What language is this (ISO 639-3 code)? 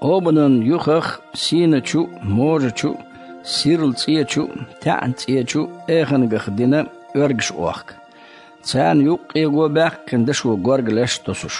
che